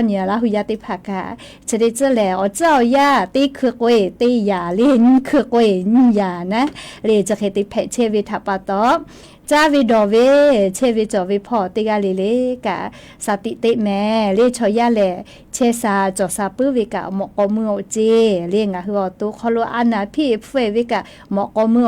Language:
Lahu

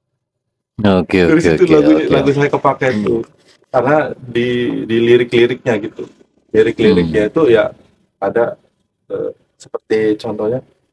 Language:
Indonesian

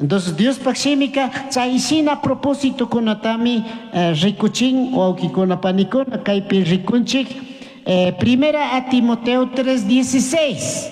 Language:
Chimborazo Highland Quichua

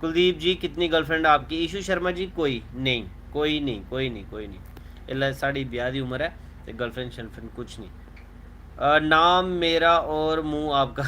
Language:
Dogri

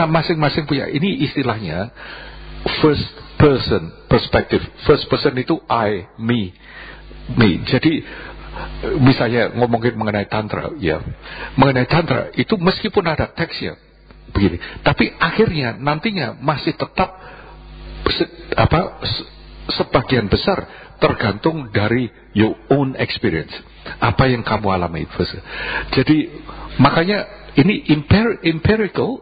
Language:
Indonesian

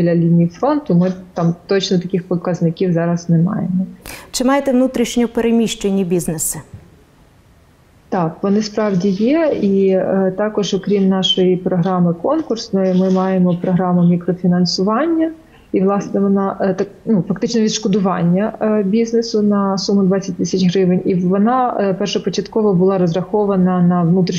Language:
Ukrainian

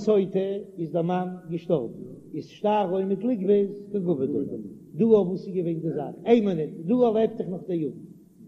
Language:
Yiddish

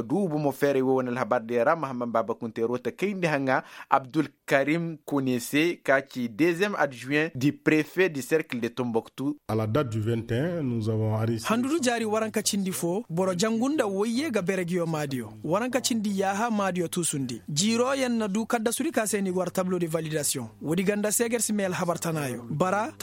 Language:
Koyraboro Senni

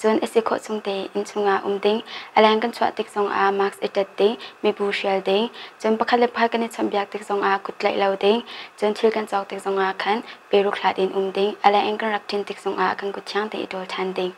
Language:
Hakha Chin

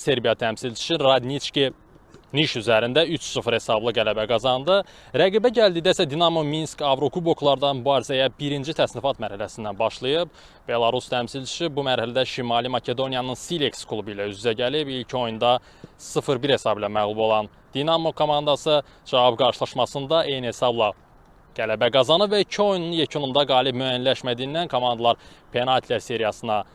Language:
Azerbaijani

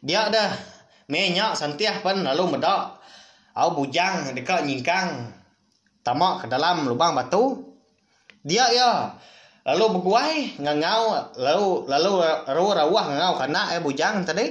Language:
Iban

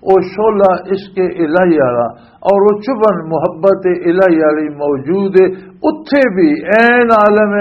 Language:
Western Panjabi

